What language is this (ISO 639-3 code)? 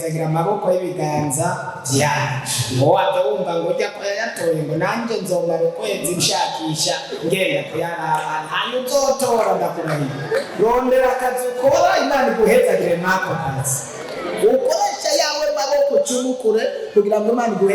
run